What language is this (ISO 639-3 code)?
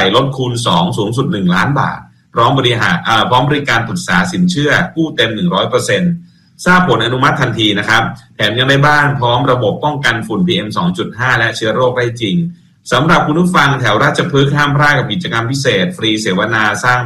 tha